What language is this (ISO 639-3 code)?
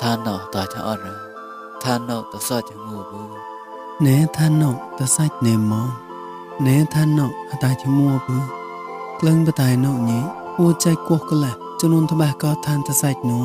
mnw